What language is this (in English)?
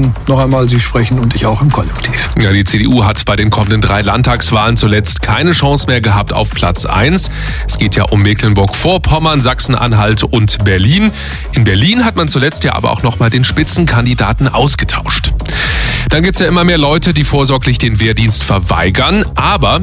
German